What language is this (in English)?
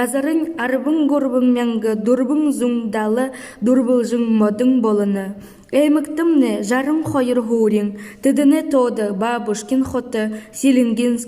Buriat